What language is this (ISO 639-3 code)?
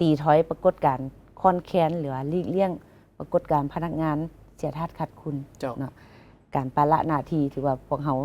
lao